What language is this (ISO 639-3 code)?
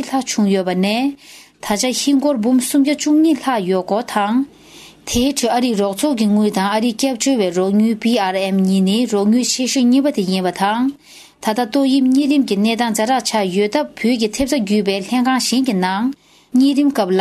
bod